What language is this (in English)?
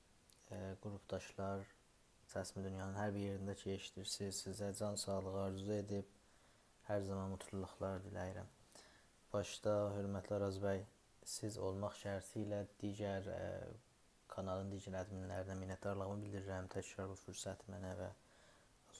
South Azerbaijani